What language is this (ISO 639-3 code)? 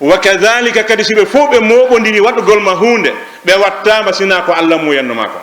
ful